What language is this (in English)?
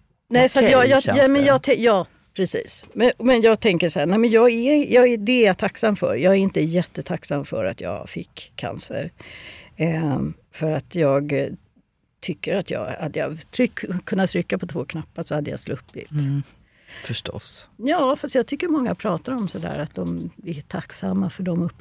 Swedish